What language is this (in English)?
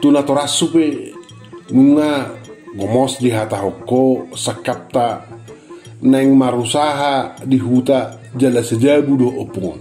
Batak Toba